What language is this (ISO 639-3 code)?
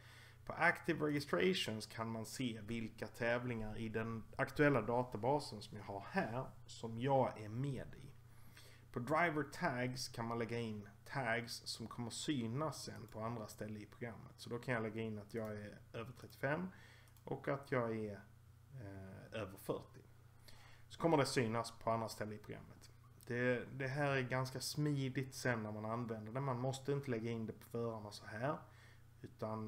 swe